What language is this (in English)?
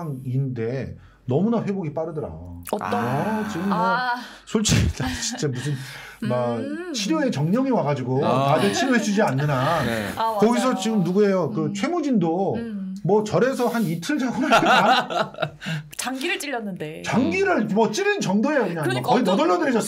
Korean